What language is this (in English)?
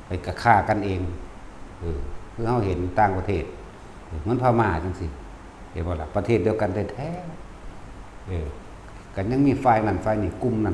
Northeastern Thai